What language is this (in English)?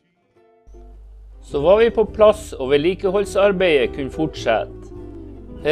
Norwegian